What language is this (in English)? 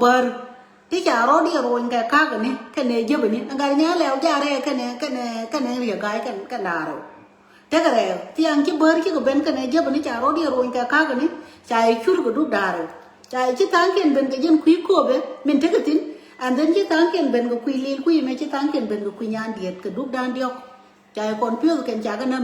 Nuer